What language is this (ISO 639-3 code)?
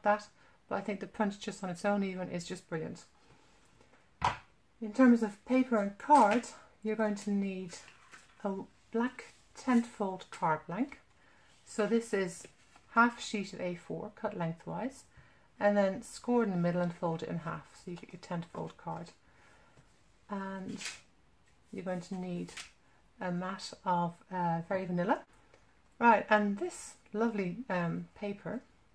eng